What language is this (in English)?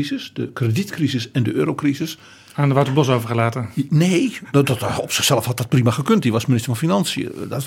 Dutch